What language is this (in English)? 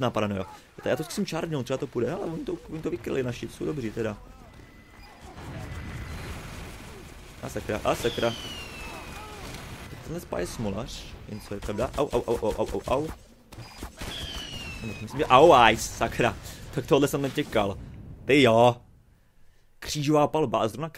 Czech